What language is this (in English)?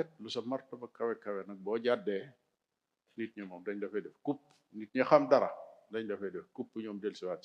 Wolof